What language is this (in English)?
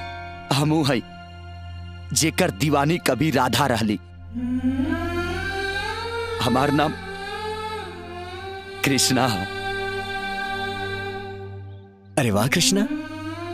Bhojpuri